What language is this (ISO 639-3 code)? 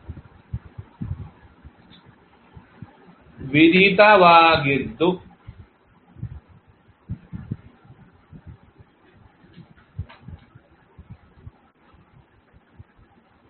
kan